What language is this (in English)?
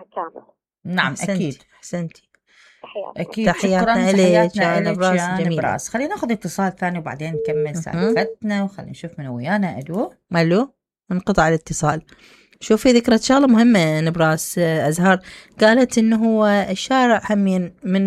Mesopotamian Arabic